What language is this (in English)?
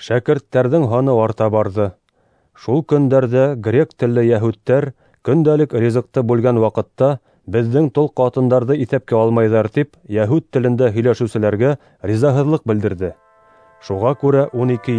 Bashkir